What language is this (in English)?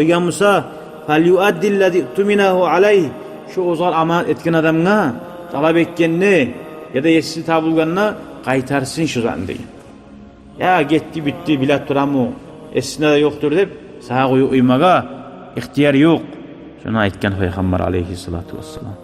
Kumyk